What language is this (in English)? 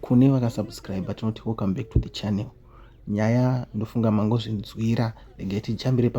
Shona